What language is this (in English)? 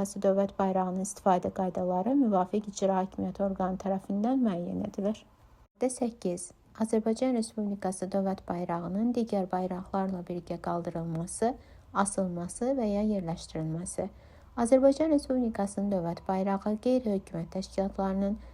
Azerbaijani